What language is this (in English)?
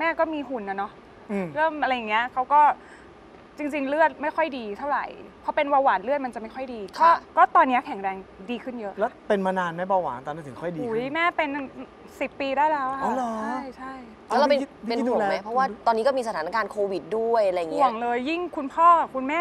Thai